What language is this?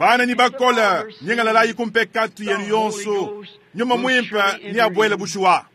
Luba-Lulua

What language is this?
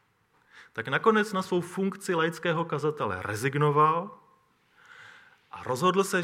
Czech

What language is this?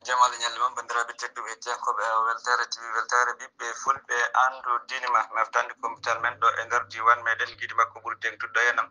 Fula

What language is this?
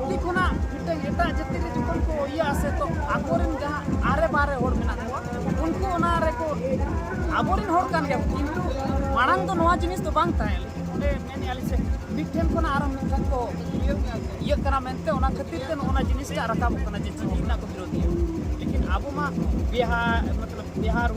Santali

